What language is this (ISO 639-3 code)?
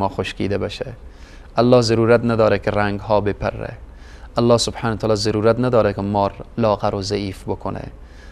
fas